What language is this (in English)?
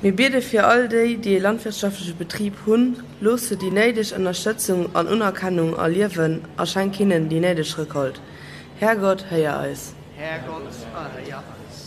Luxembourgish